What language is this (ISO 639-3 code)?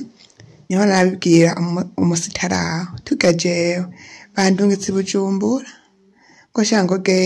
run